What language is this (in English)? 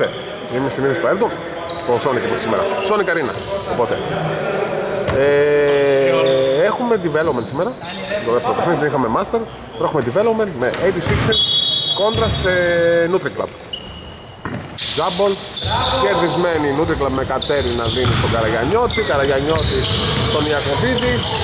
Greek